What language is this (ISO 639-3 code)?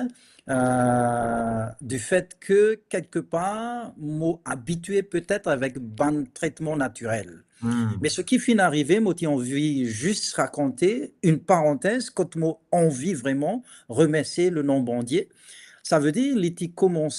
mfe